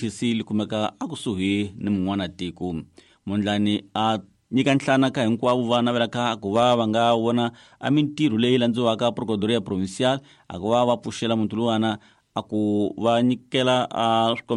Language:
Tsonga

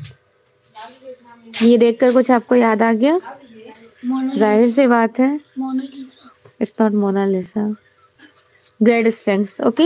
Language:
Hindi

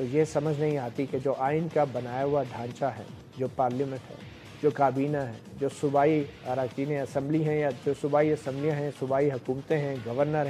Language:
Urdu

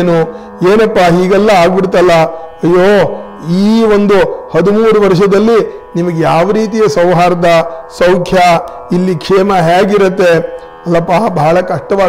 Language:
Kannada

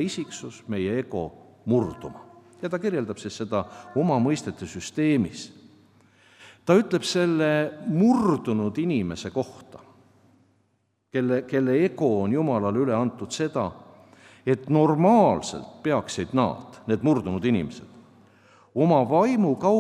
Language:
Estonian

